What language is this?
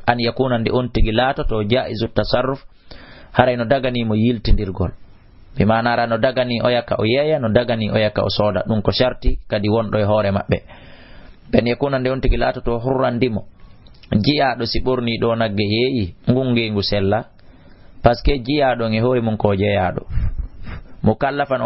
Fula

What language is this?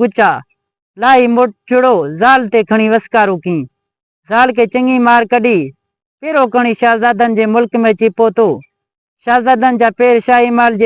Sindhi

